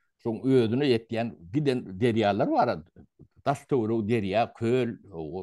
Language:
Turkmen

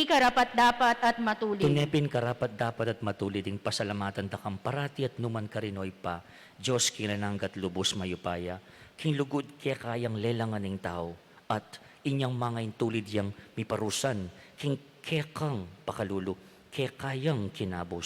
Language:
Pampanga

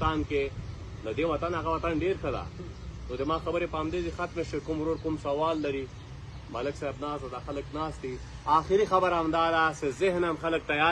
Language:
Pashto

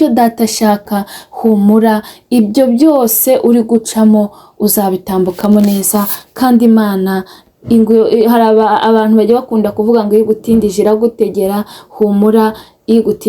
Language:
Kinyarwanda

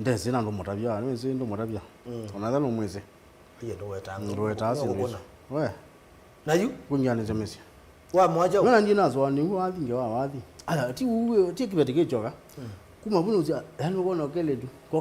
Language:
Kamba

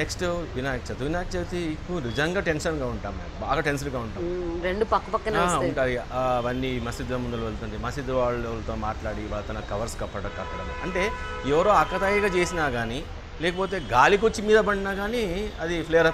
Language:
Telugu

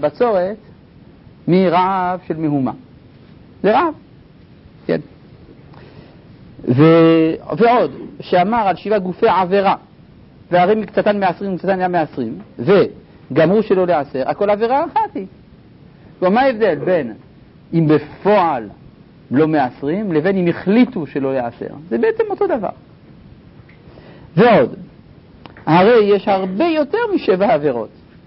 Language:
Hebrew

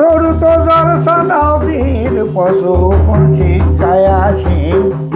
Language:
Sadri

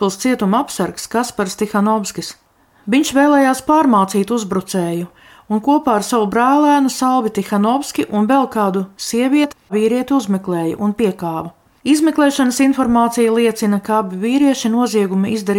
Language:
Latvian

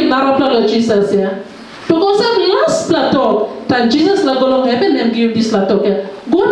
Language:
Tok Pisin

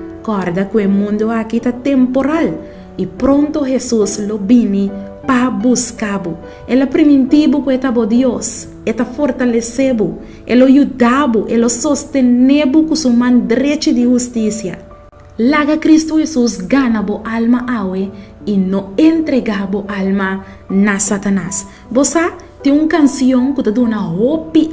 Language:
Papiamento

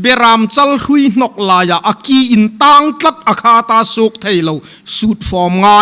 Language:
Hmar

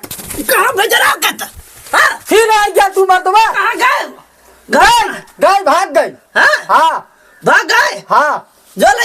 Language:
Awadhi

